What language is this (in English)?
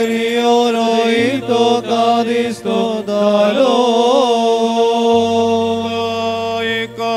Malayalam